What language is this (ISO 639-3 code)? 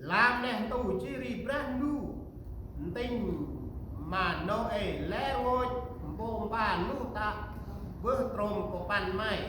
cmo